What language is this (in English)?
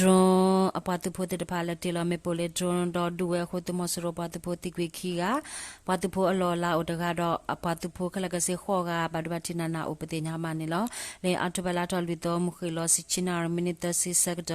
S'gaw Karen